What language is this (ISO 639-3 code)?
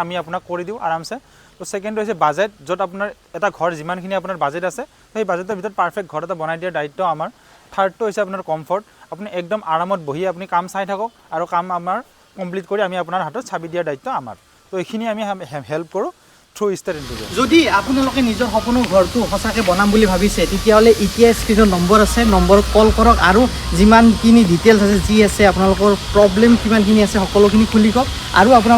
asm